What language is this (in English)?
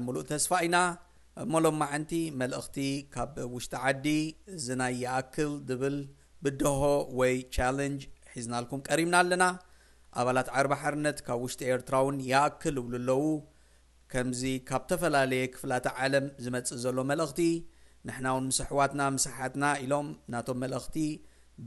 Tigrinya